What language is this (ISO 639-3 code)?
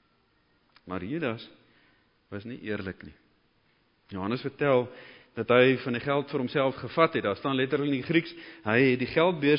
afr